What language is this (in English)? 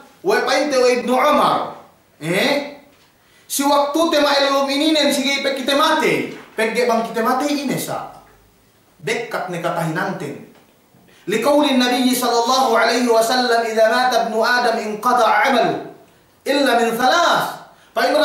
Yakan